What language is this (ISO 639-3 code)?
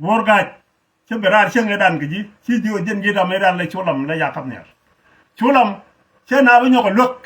nus